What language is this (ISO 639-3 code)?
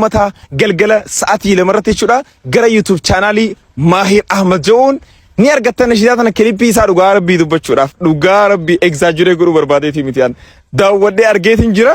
orm